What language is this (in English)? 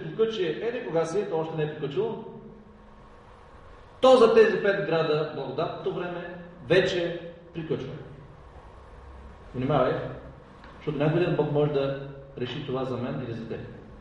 Bulgarian